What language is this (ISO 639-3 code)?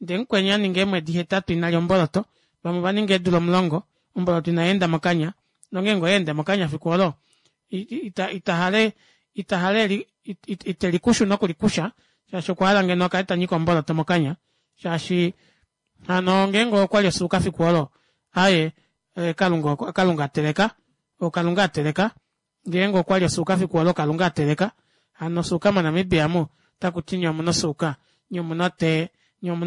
kua